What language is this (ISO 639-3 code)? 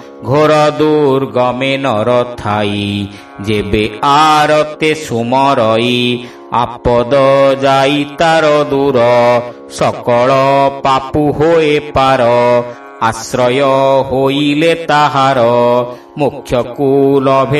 ori